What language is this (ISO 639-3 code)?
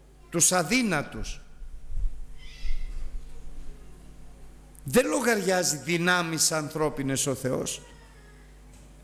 ell